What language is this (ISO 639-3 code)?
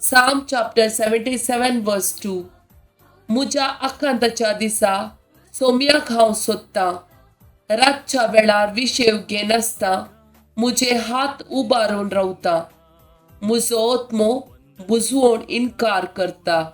kok